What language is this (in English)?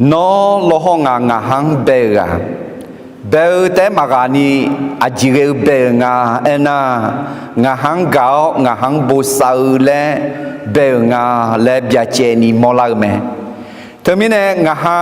Akha